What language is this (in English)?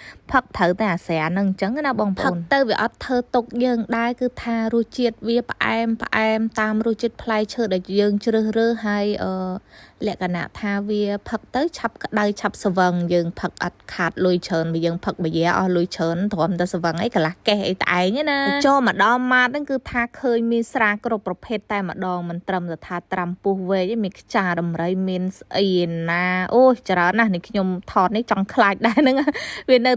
Khmer